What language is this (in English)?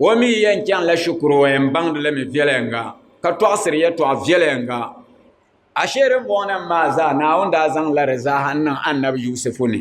Dagbani